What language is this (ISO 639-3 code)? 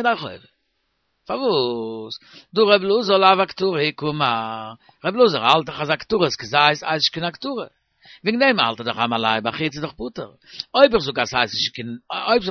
yid